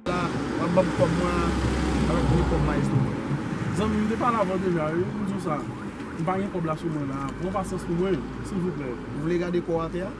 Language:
Haitian Creole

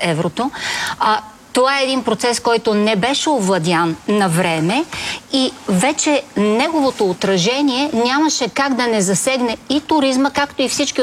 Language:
Bulgarian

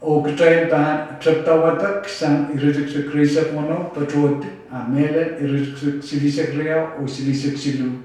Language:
Pohnpeian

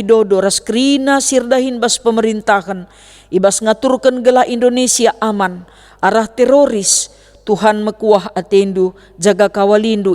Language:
Batak Karo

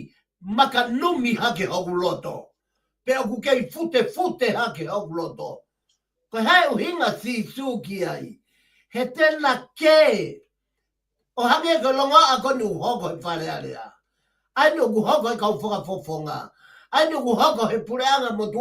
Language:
Tongan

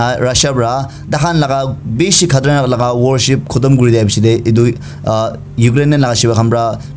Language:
Naga Pidgin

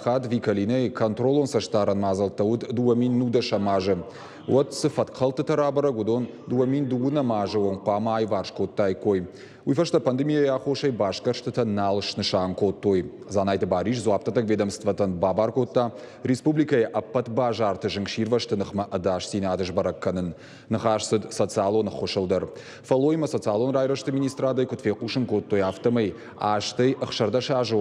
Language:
Ossetic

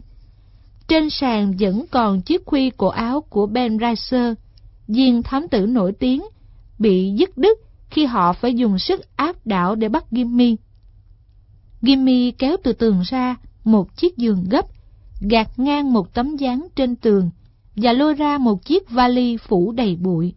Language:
Vietnamese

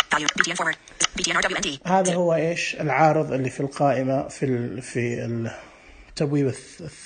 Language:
Najdi Arabic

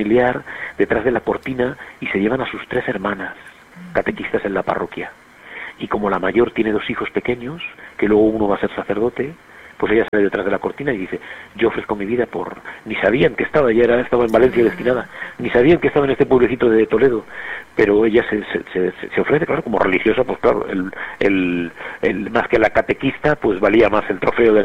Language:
Spanish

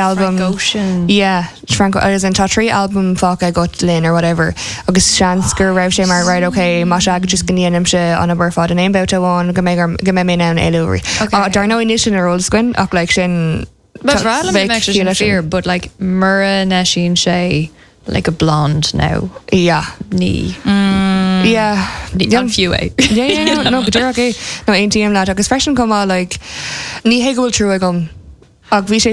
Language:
Irish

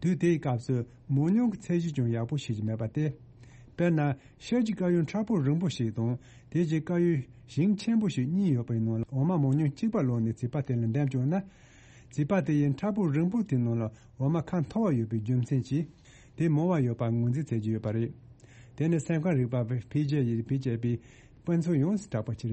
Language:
Tibetan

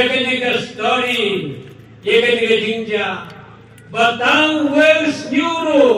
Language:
Khasi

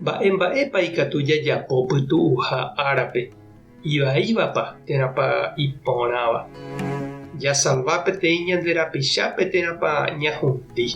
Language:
Guarani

